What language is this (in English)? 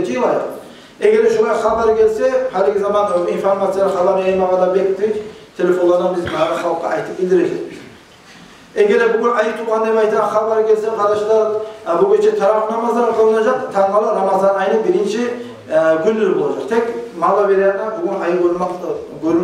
Kumyk